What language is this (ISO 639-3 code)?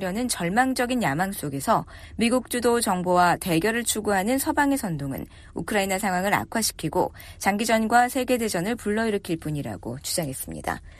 kor